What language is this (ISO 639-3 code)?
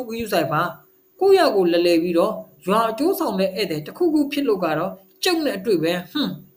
mya